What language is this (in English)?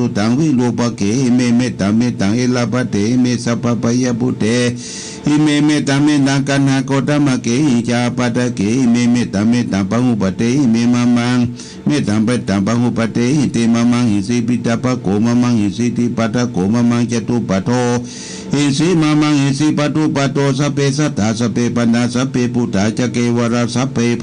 Pali